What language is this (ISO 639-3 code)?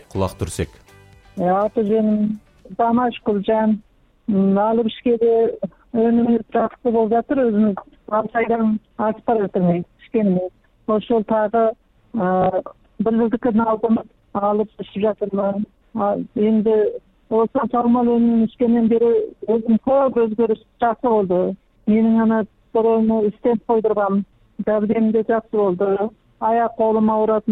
kaz